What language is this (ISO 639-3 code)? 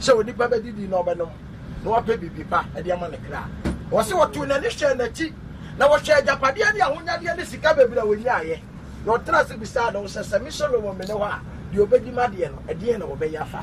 aka